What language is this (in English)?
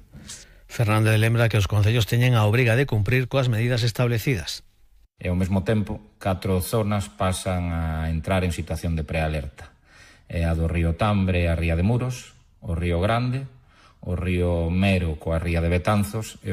Galician